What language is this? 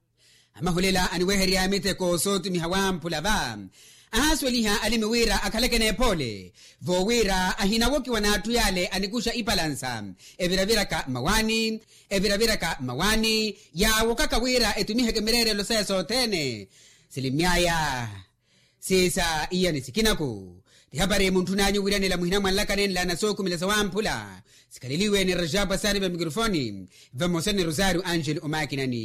Makhuwa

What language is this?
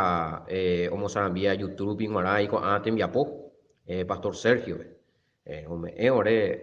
Guarani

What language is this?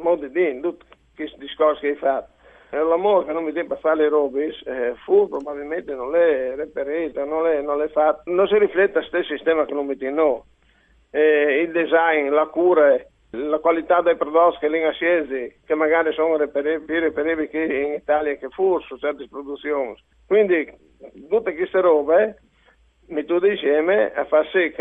Friulian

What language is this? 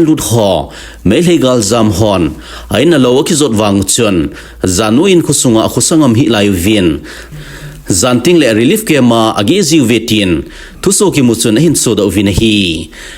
Thado Chin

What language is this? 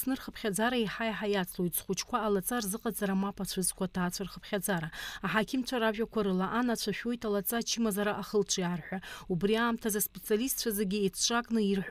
Abkhazian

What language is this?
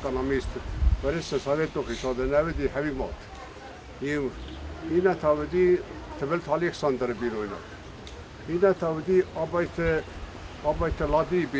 Ossetic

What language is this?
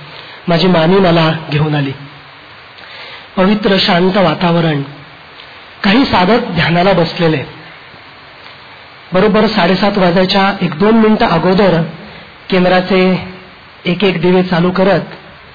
Marathi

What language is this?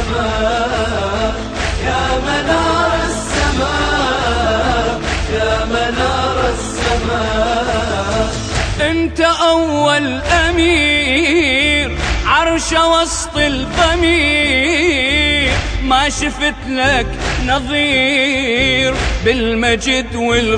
Arabic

